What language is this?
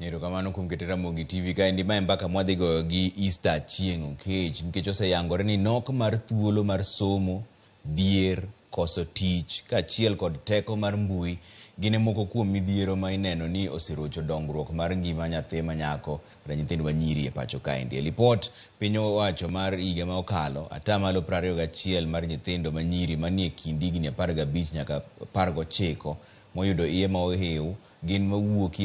Luo (Kenya and Tanzania)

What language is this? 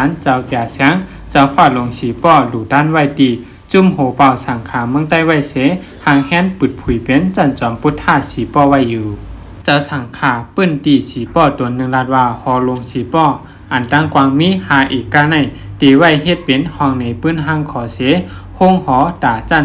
Shan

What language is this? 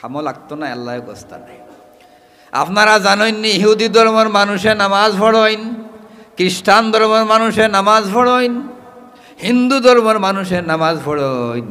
Sylheti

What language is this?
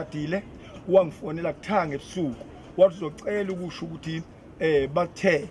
Zulu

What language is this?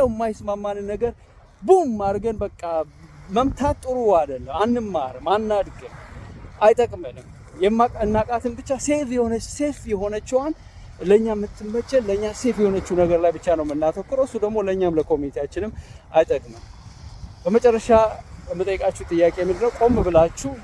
Amharic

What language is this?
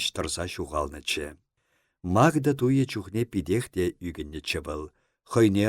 Chuvash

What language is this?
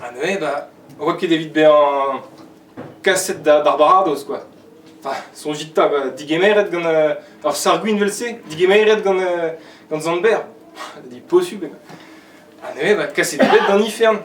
Breton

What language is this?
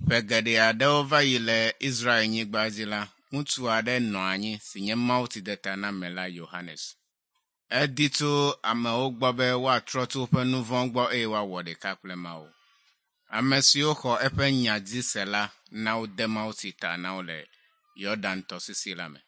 Ewe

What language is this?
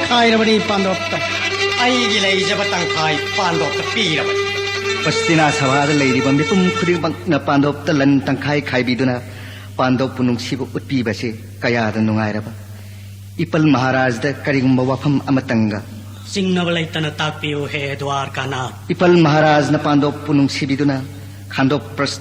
Manipuri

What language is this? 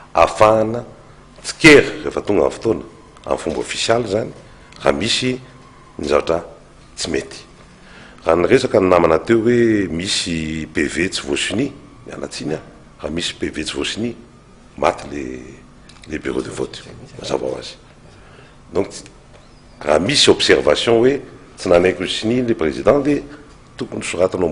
Malagasy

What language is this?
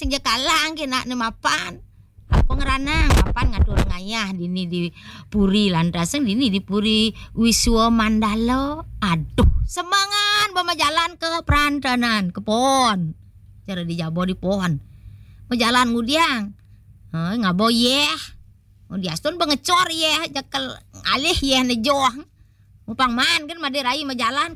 Balinese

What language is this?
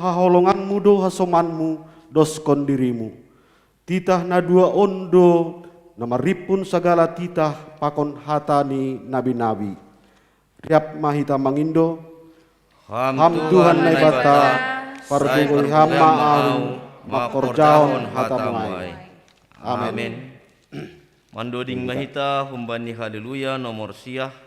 Batak Simalungun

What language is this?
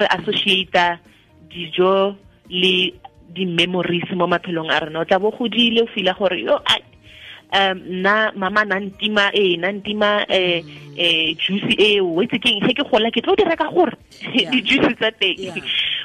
Tswana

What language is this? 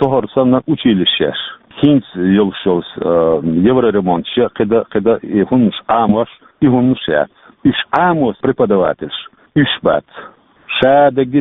Chechen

